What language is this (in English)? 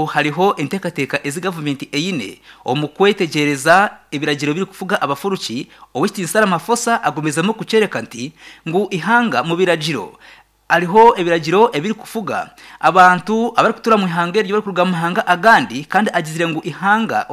Nyankole